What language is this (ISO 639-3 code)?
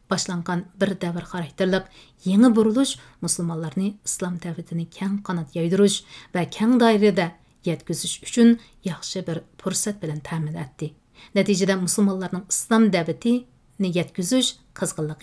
uig